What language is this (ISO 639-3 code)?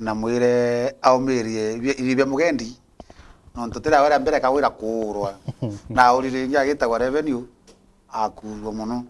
mer